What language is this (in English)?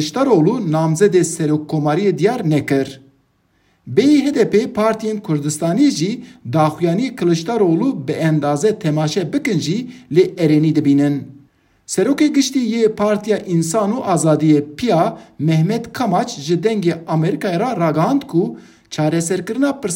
Kurdish